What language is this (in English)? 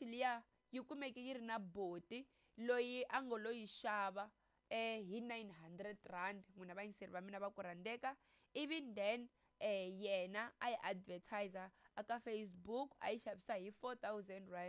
Tsonga